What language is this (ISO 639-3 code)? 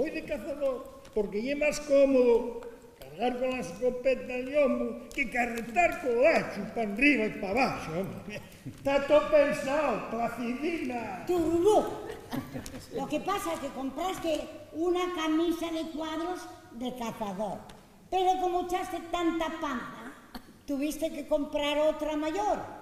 ast